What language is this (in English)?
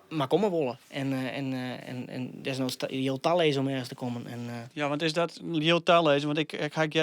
Western Frisian